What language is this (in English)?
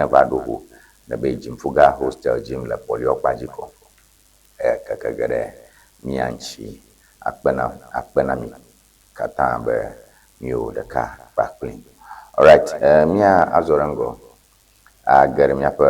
Ewe